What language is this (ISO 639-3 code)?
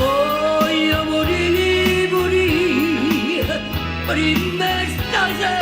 nap